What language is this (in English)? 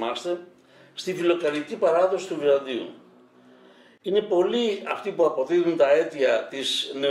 Greek